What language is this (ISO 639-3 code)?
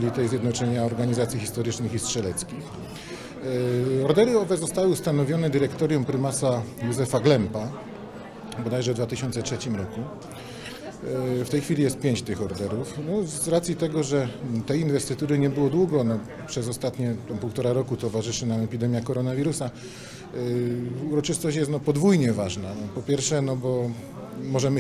pol